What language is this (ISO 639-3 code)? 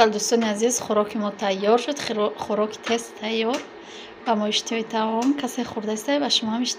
tgk